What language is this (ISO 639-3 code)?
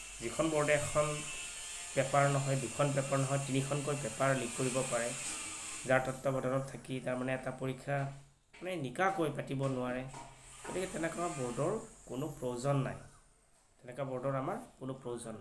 asm